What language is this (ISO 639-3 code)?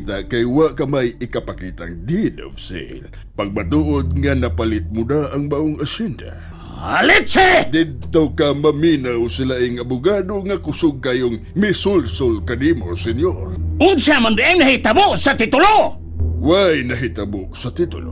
ceb